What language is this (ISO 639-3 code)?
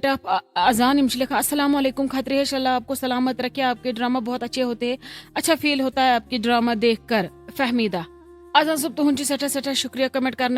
kas